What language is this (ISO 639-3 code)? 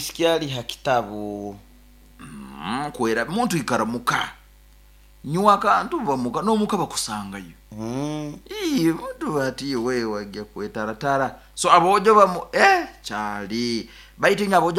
nyo